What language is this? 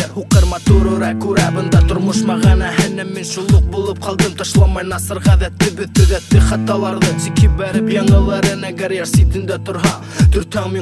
Kazakh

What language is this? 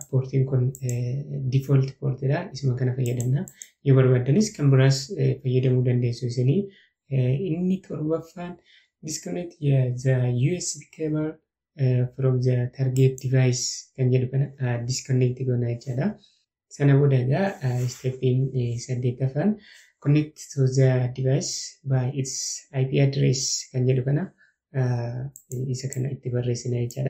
Oromo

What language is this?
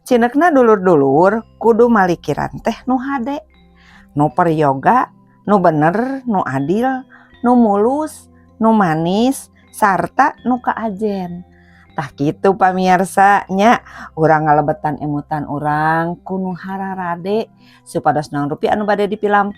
Sundanese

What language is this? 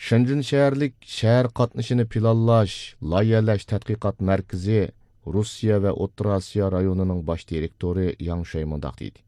Uyghur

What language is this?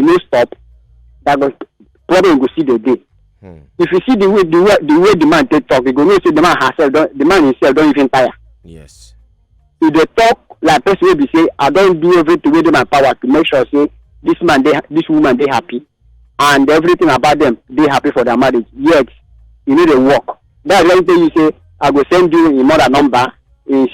Nigerian Pidgin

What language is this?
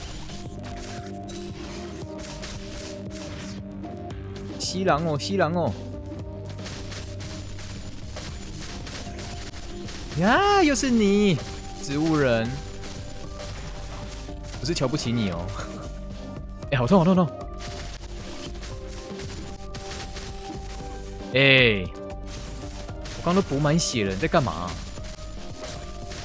Chinese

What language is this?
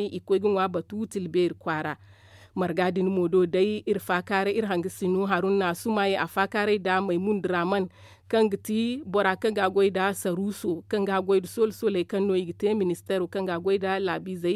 Zarma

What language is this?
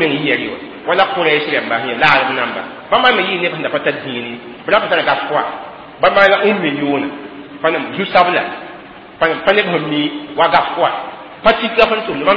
Mossi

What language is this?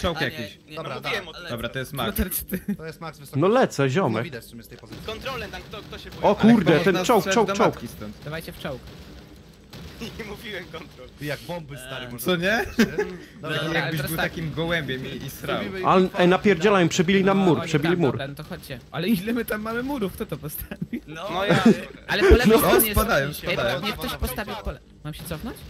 Polish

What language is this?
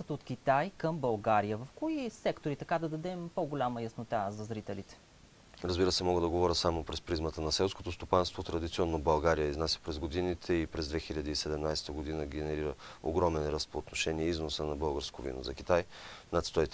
Bulgarian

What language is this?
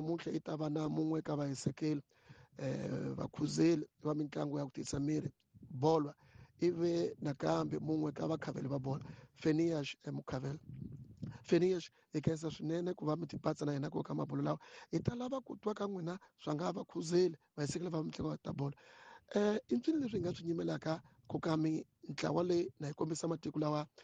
Tsonga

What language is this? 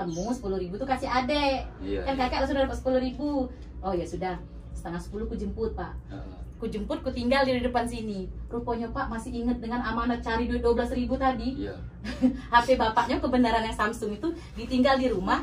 Musi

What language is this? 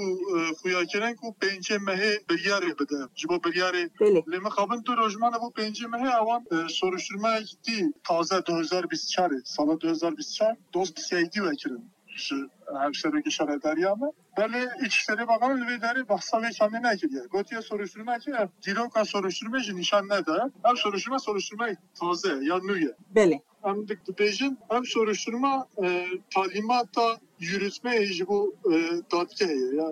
Kurdish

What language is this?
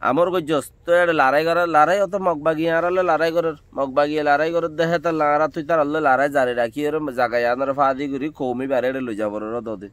Rohingya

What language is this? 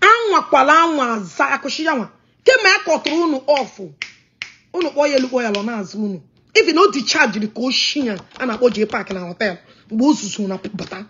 Igbo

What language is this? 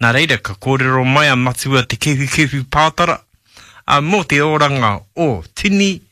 Māori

